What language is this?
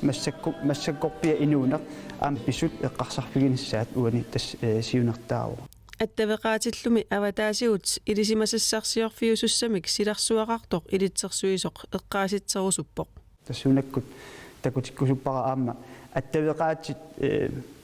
Kalaallisut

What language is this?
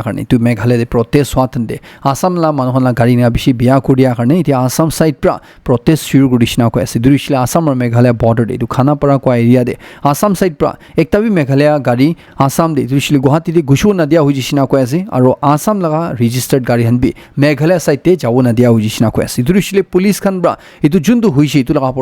Naga Pidgin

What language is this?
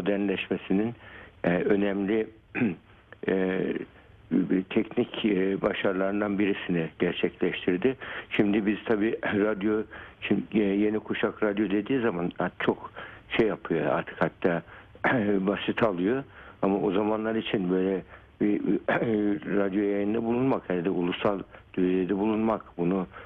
Turkish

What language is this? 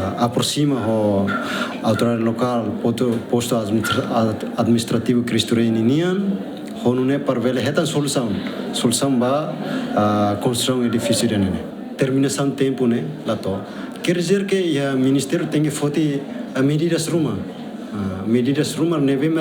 Tetum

